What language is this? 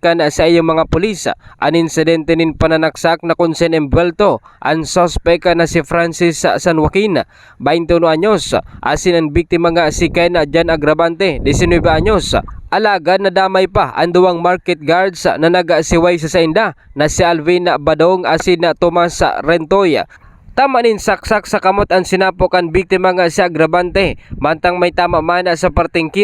Bikol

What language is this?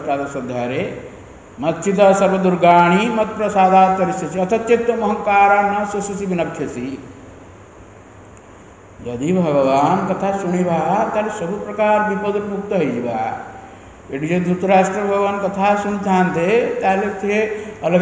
Odia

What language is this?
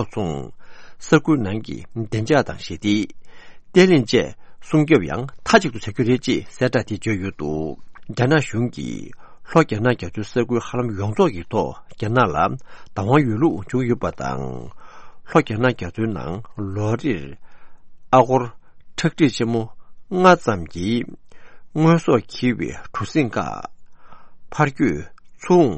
Tibetan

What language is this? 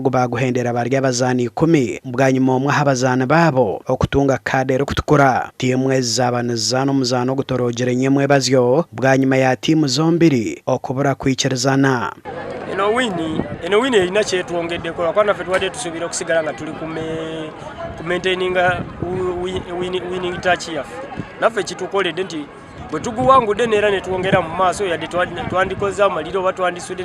Nyankole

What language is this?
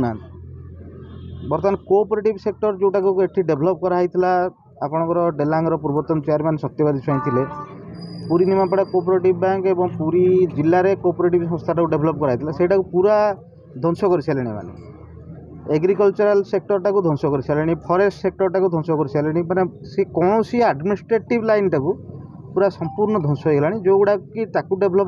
Odia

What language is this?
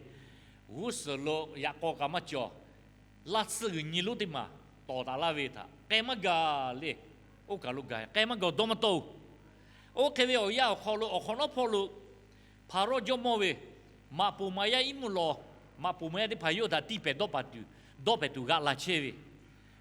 Lahu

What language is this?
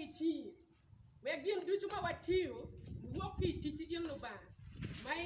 Acoli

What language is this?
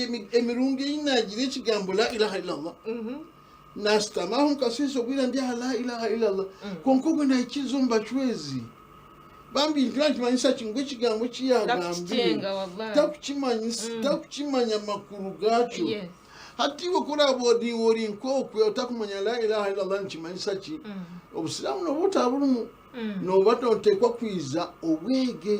Nyankole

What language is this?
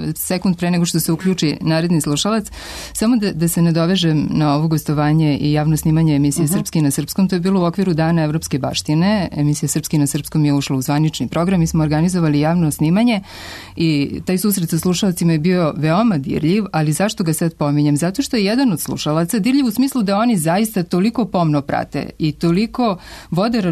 Serbian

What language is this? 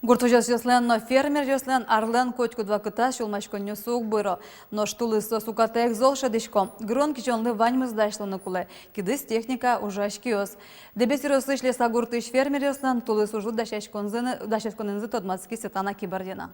Udmurt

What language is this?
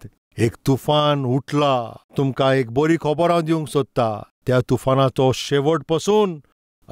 Konkani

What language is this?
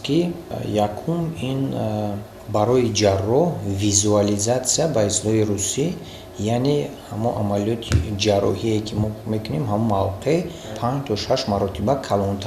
Tajik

